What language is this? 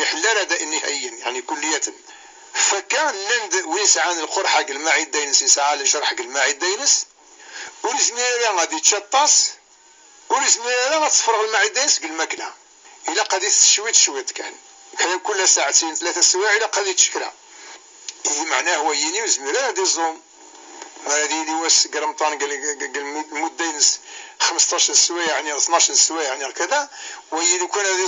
Kabyle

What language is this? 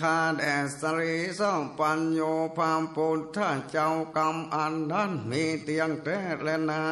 Northern Thai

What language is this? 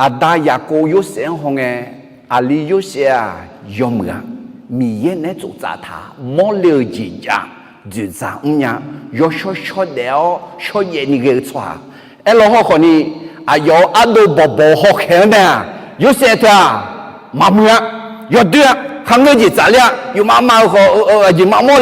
Akha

